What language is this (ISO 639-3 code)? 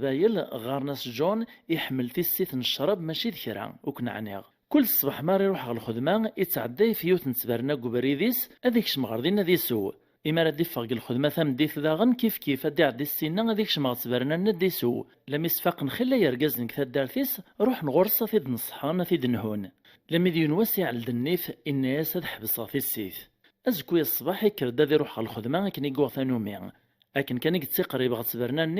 kab